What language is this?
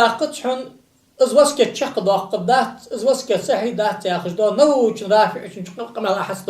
Ingush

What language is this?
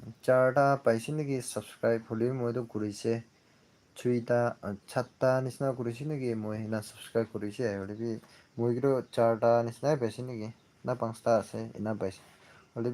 Naga Pidgin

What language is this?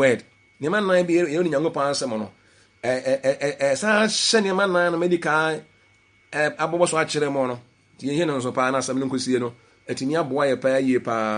Akan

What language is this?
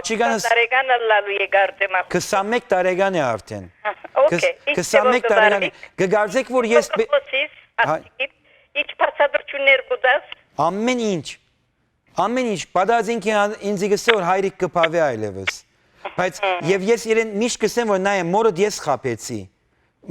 Western Armenian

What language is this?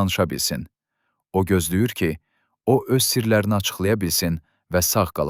Azerbaijani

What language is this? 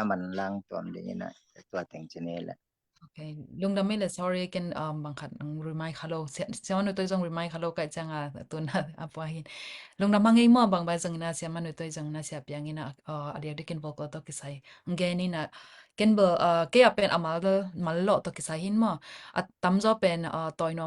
Tedim Chin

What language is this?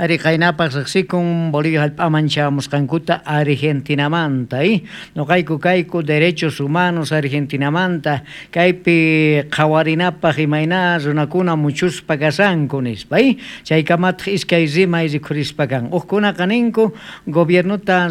South Bolivian Quechua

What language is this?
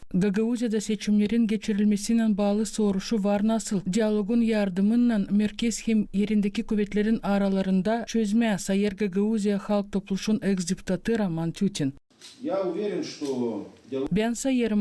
Gagauz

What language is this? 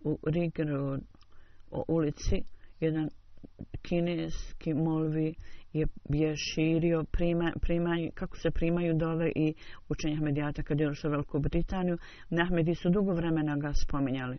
Bosnian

